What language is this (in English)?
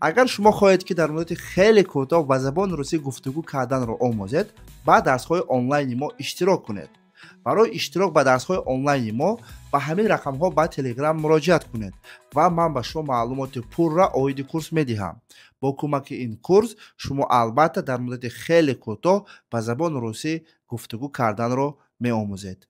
Tajik